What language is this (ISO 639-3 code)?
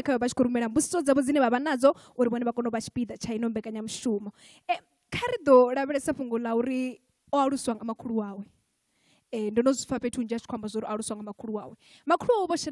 ven